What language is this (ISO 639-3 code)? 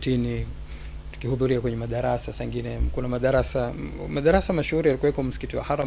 swa